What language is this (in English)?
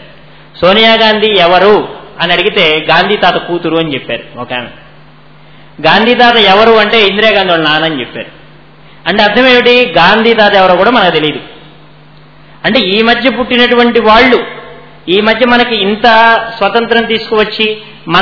Telugu